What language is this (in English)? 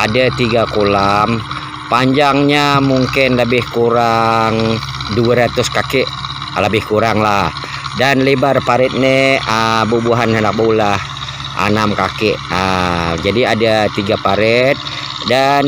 Banjar